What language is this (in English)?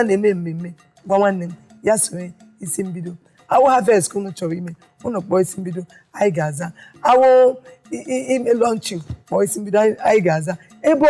Igbo